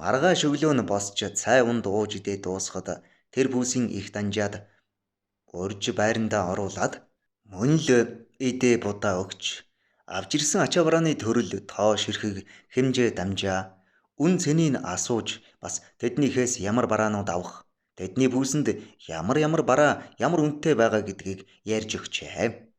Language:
Mongolian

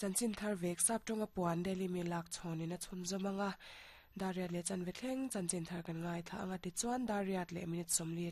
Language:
Mizo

